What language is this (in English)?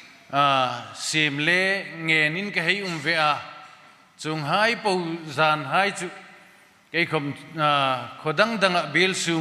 Hmar